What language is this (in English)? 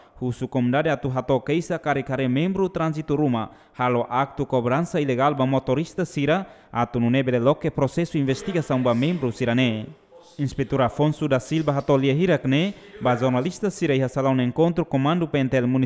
Tetum